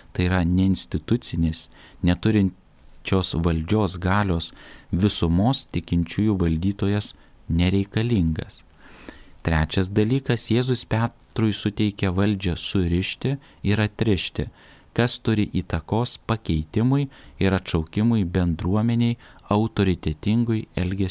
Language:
Lithuanian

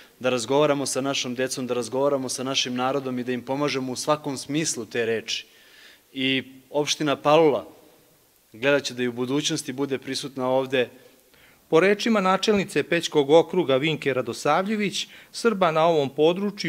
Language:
Serbian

